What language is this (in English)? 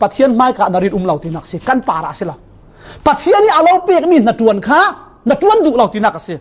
Falam Chin